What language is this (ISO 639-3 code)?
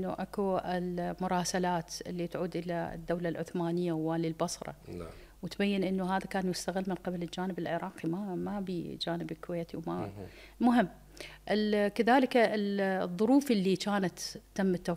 acm